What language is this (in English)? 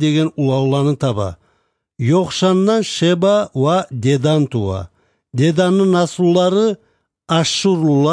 Kumyk